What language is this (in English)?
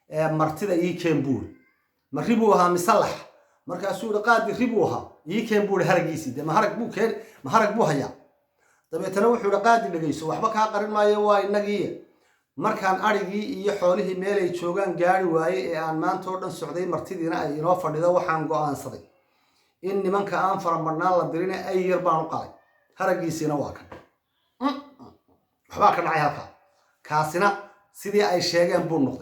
Somali